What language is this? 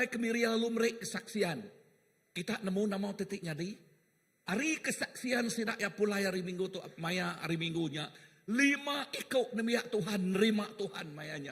Iban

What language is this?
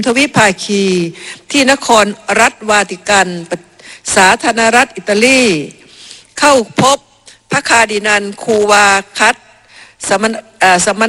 Thai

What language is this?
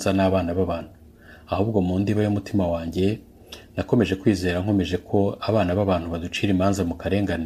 Kinyarwanda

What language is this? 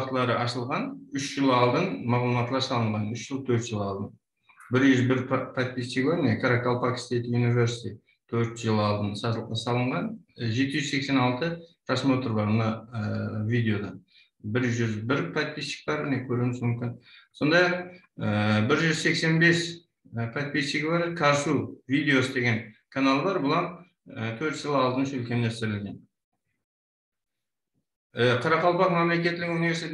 Kara-Kalpak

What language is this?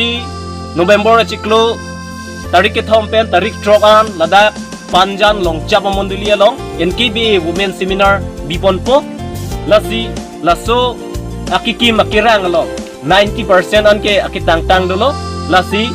Karbi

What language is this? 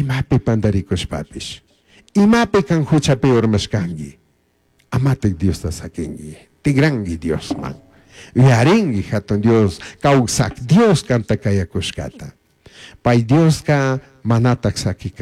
Chimborazo Highland Quichua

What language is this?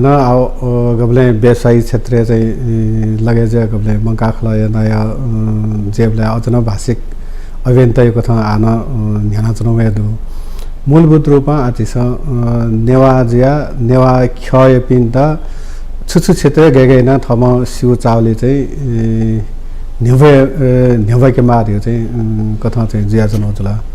Newari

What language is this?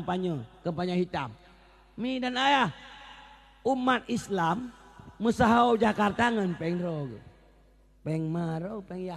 Achinese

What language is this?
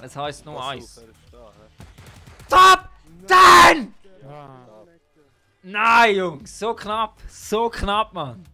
Swiss German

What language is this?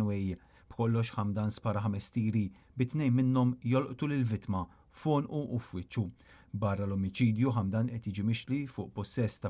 Maltese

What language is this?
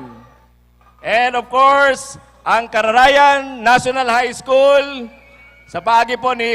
Bikol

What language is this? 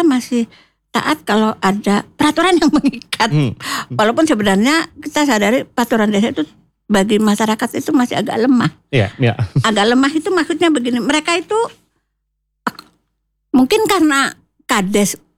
Indonesian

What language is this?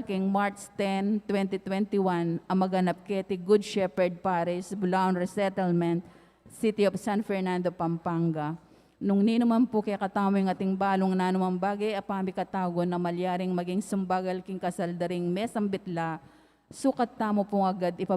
Pampanga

